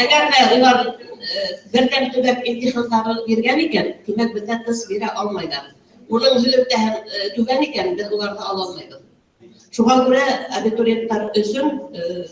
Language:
Bashkir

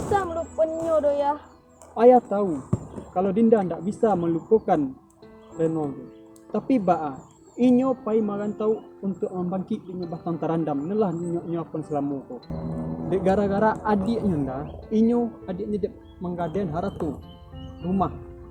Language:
Minangkabau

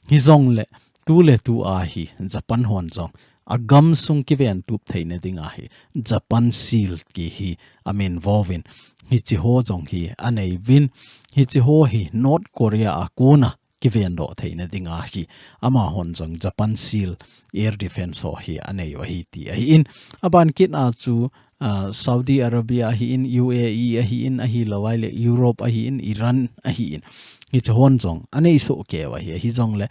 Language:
Thado Chin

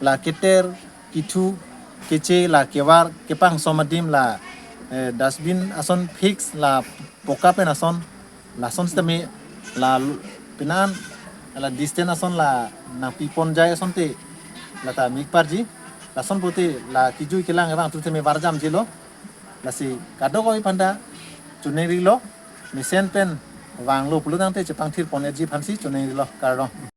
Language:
Karbi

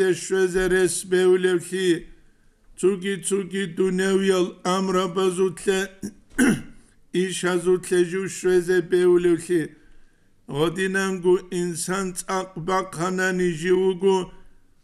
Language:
Avaric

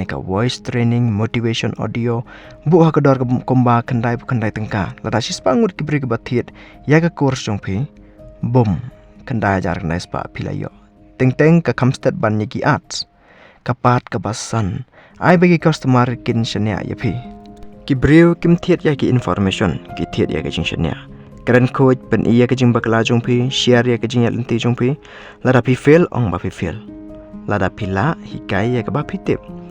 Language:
Khasi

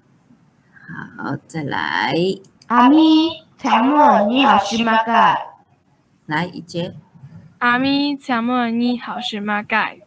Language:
Hakka Chinese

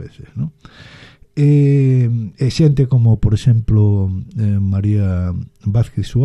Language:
Galician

